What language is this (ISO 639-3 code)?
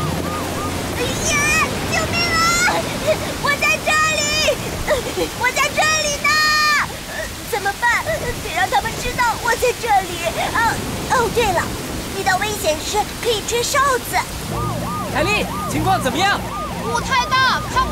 zho